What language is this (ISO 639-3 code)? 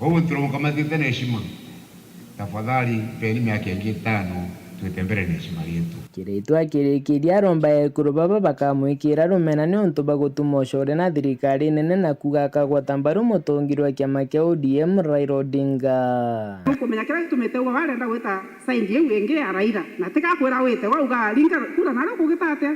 mer